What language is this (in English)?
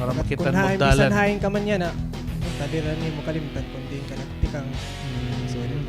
Waray